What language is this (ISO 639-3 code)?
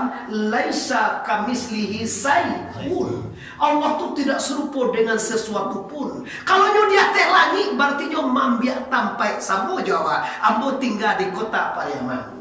min